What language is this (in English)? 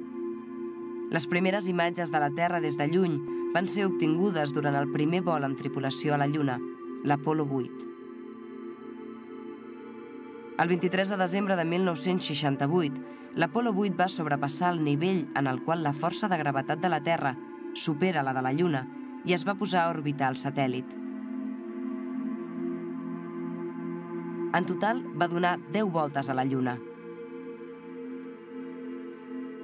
Catalan